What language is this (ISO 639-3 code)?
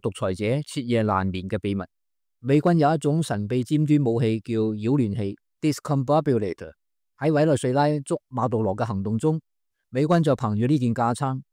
yue